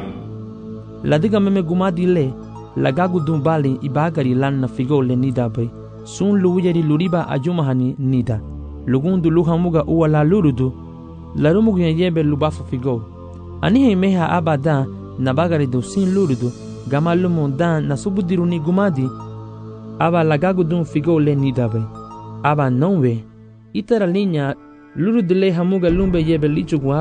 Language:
Garifuna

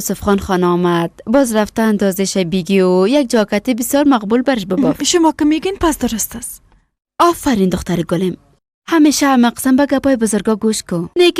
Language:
Persian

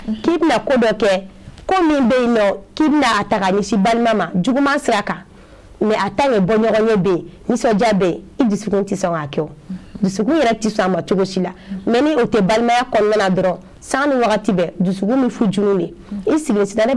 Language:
Bambara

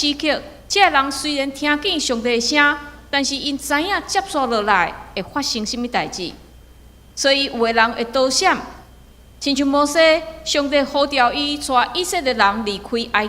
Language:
Min Nan Chinese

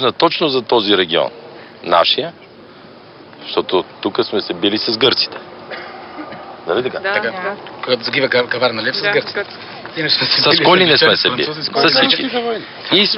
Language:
Bulgarian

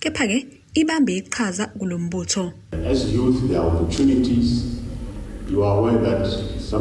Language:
Zulu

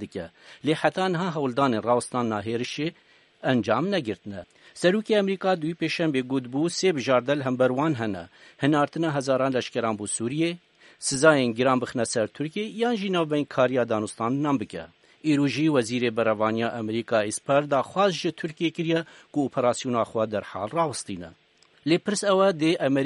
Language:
Kurdish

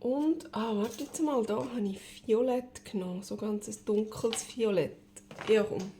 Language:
Swiss German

